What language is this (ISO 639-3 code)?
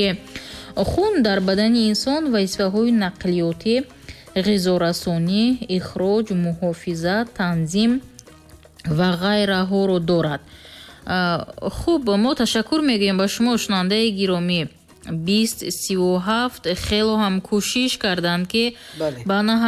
tgk